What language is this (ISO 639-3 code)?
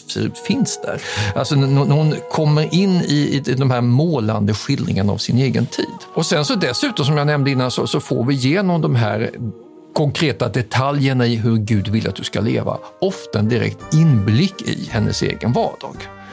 swe